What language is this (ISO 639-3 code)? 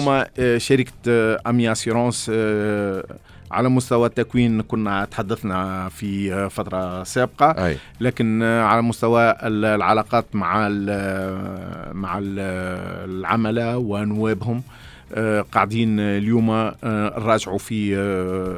aeb